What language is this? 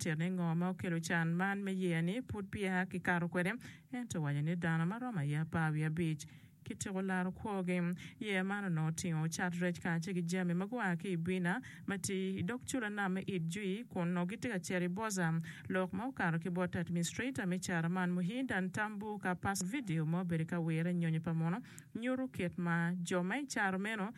Acoli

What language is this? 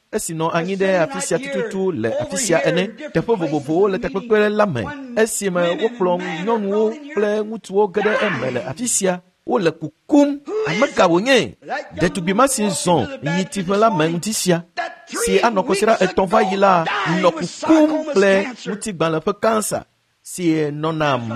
Ewe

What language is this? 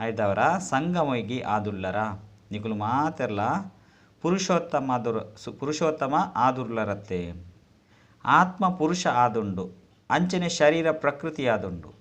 Tulu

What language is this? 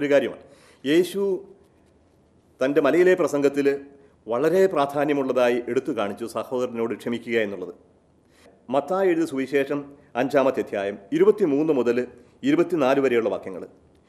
Malayalam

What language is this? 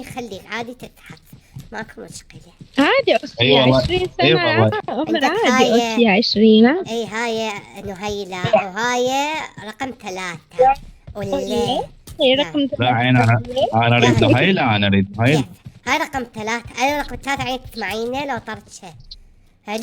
Mesopotamian Arabic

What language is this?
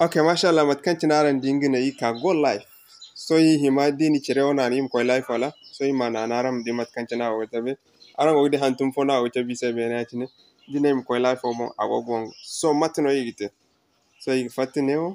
Zarma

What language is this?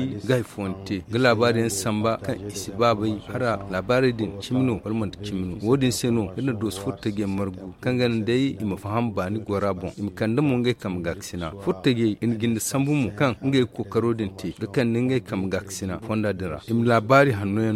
Zarma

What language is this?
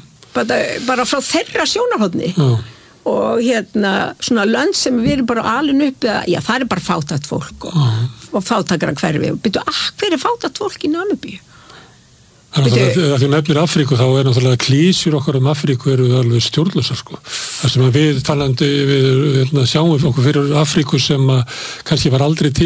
Icelandic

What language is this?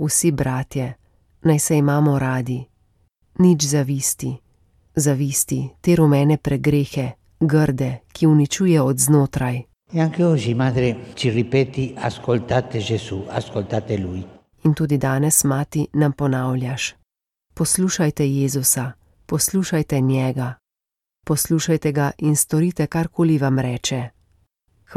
Slovenian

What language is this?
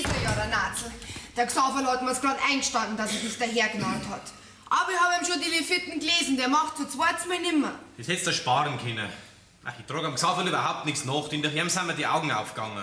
Bavarian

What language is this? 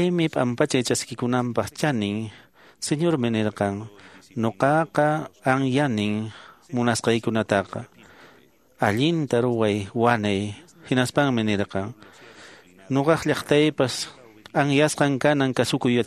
Quechua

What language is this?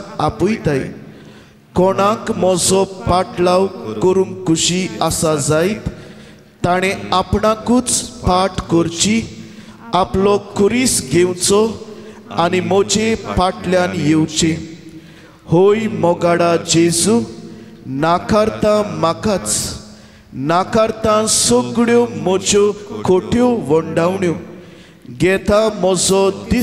Konkani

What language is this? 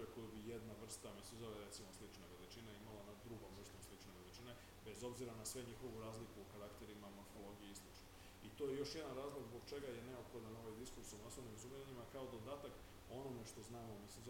Serbian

